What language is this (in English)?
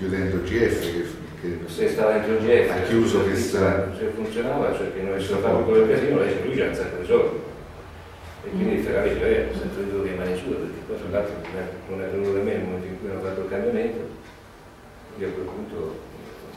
Italian